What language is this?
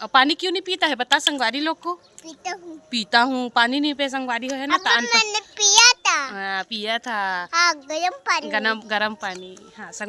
Chhattisgarhi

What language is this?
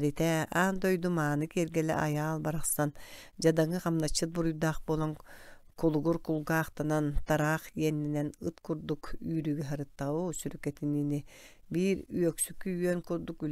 Yakut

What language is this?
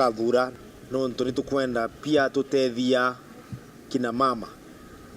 Meru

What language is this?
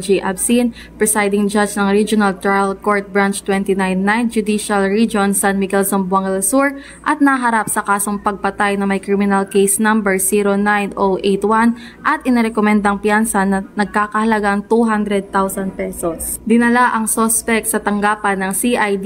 Filipino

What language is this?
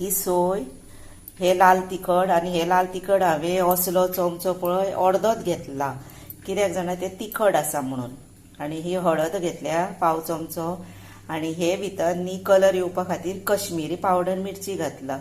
Konkani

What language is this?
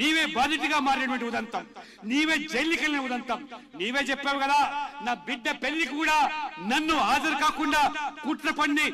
Telugu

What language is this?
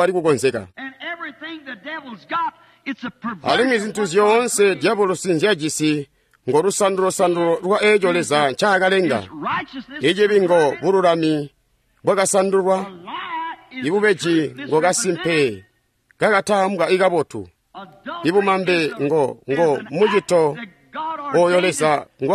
Tonga (Zambia)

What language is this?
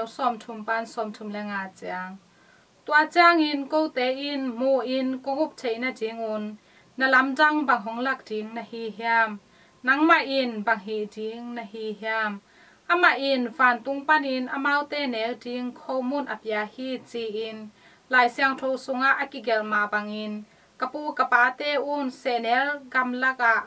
Tedim Chin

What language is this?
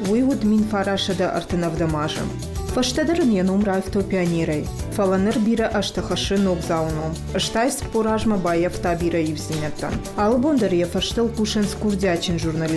Ossetic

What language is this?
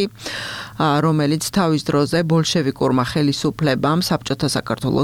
Georgian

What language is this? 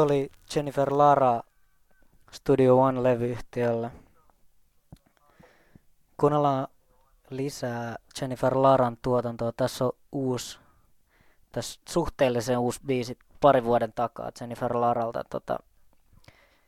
Finnish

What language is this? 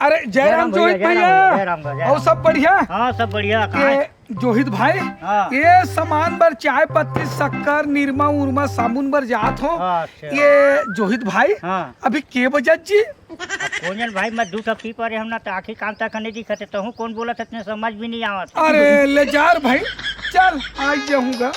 Chhattisgarhi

